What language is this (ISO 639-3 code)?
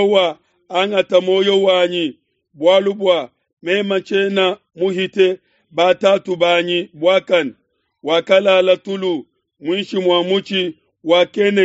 lua